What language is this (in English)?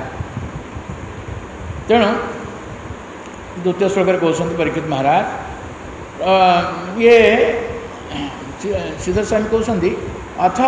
Odia